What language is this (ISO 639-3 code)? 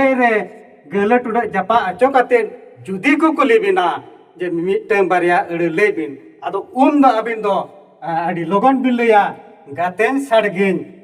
sat